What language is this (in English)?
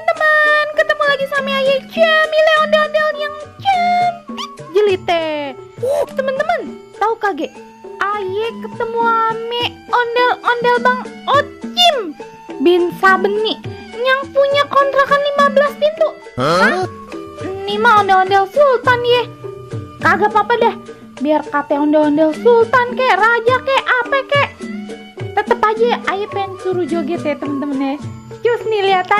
Betawi